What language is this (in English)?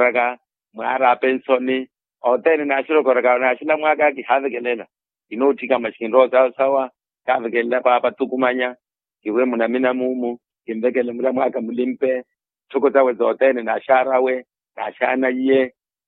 Makhuwa